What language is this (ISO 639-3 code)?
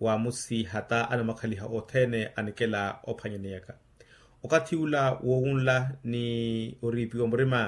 vmw